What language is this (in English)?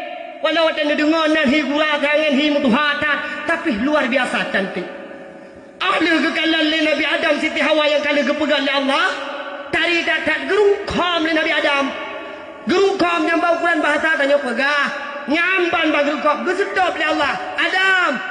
Achinese